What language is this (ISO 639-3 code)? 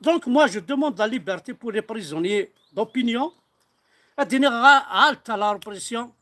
kab